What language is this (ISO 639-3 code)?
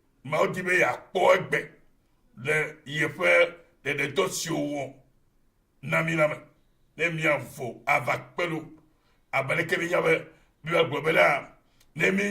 ewe